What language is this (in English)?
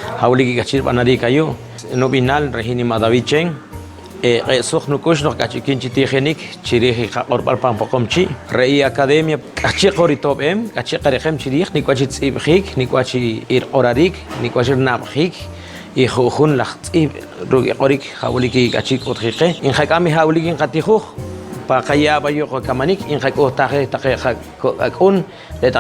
Poqomchi'